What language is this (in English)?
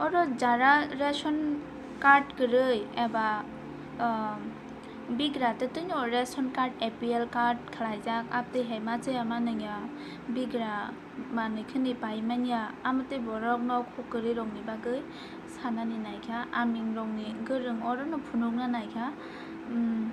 Kok Borok